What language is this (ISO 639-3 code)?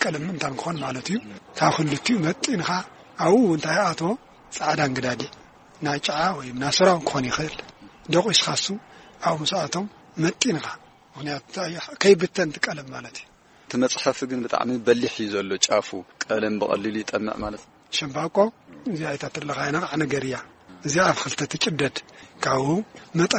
tir